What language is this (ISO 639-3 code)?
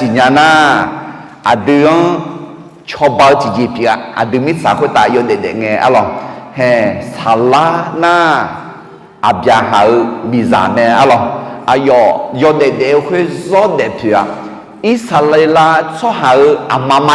ahk